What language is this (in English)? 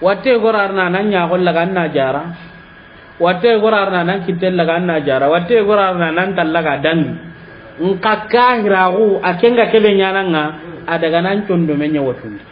Soninke